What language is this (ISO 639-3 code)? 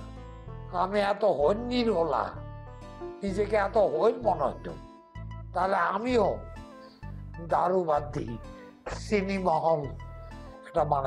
ben